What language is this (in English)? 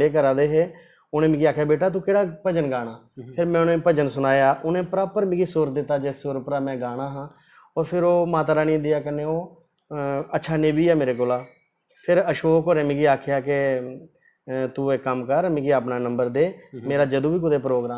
Dogri